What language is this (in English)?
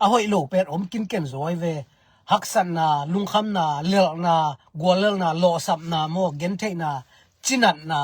Tedim Chin